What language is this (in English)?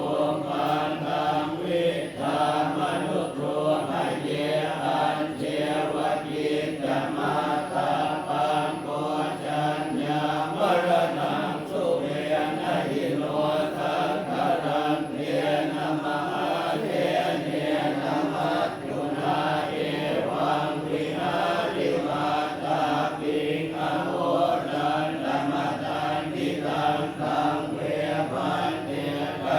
Pali